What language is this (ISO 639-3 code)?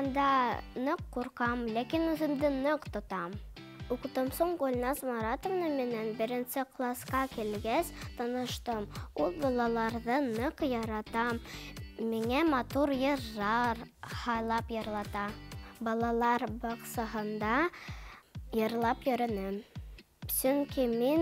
bak